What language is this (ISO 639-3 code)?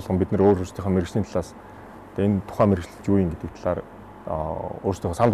mon